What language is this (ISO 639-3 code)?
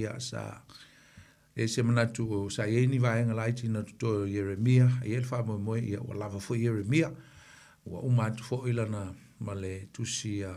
smo